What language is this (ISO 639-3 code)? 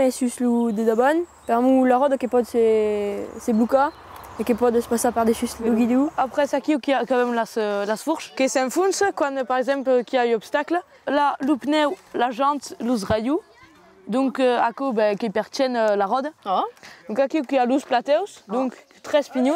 oci